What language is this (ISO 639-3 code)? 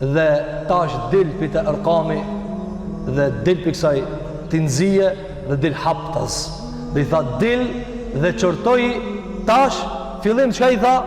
sqi